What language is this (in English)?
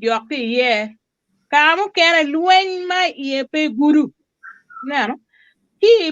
Acoli